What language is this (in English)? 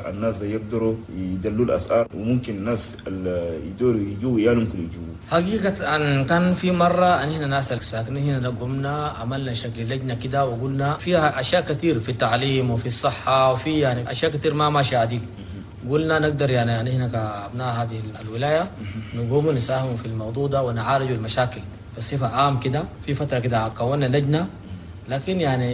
Chadian Arabic